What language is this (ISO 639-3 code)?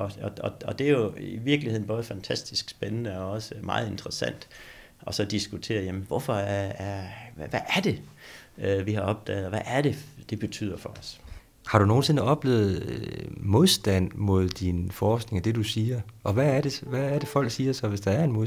dan